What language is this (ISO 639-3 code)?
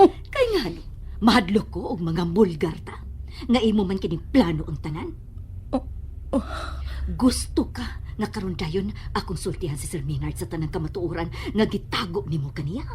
ceb